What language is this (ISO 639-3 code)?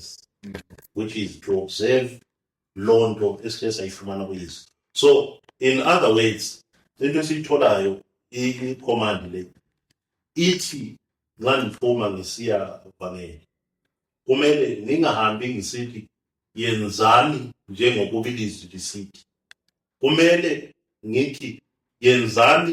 zul